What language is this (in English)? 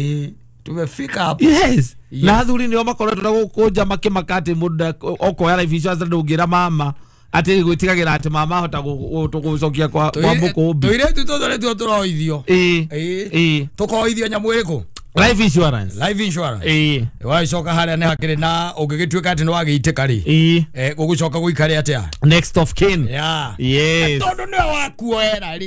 Kikuyu